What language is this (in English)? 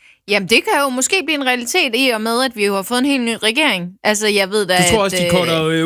Danish